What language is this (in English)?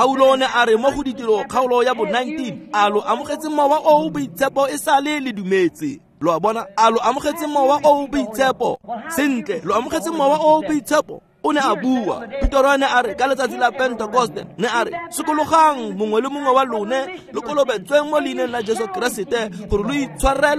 Tswana